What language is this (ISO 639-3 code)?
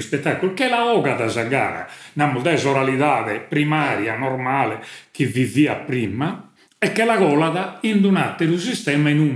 srd